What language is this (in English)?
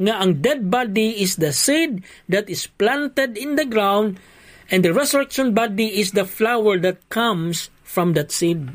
Hiligaynon